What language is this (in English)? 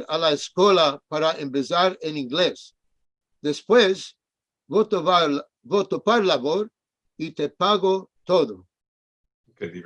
Ladino